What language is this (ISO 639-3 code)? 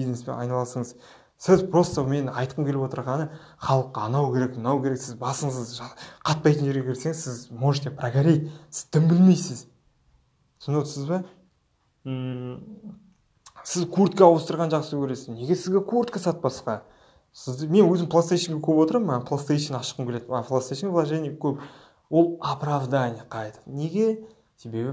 kaz